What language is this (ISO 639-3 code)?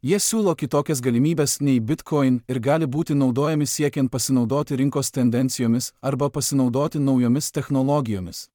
lit